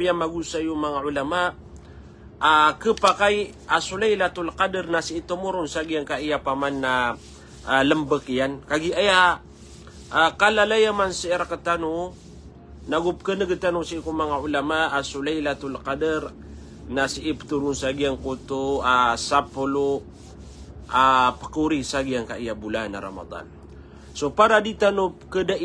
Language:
Maranao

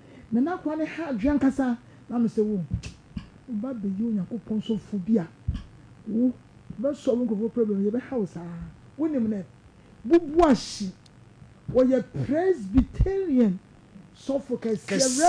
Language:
Akan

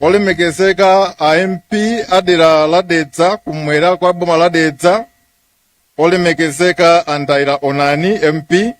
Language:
Nyanja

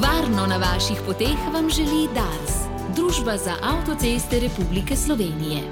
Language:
Slovenian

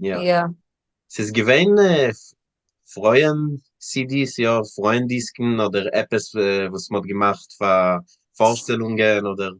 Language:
Yiddish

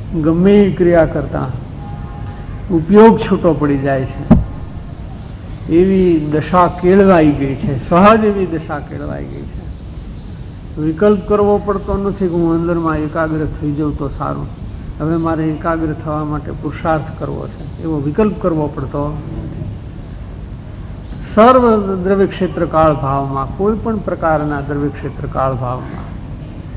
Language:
Gujarati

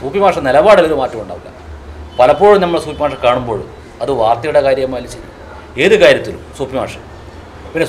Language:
Malayalam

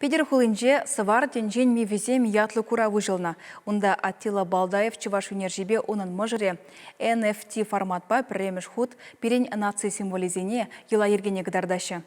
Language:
Chuvash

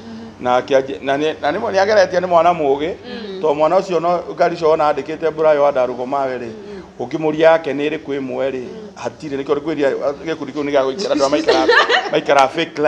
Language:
Kikuyu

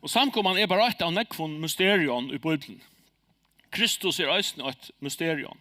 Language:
Faroese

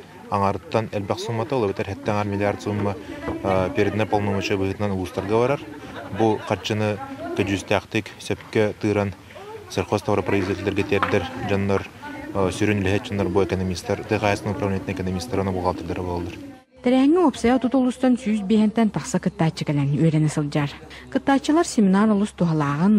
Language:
Yakut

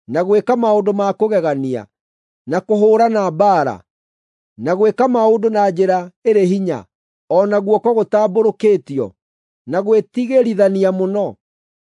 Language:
Kikuyu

